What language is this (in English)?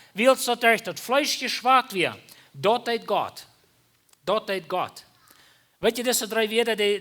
Plautdietsch